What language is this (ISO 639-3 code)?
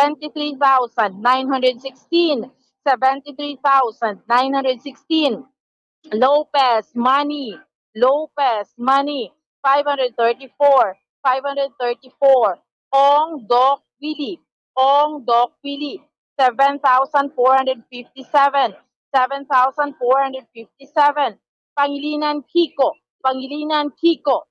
hil